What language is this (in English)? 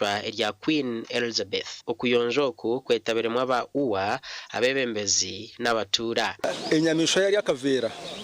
Nyankole